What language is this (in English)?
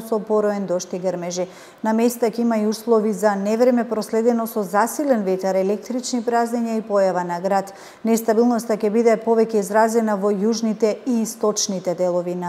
Macedonian